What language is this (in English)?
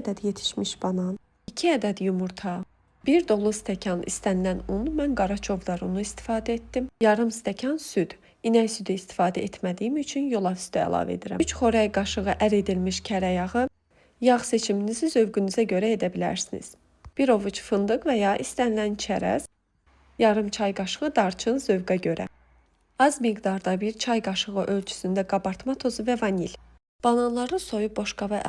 Azerbaijani